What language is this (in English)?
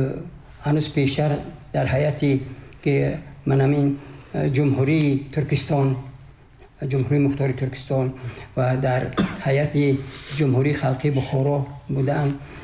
Tajik